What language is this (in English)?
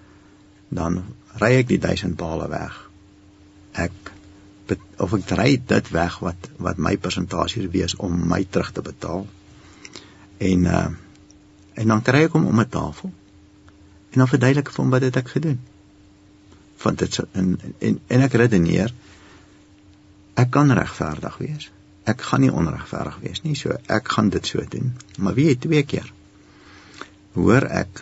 Afrikaans